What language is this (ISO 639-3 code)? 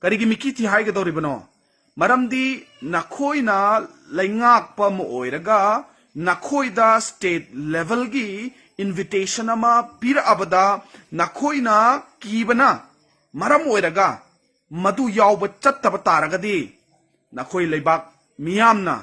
mni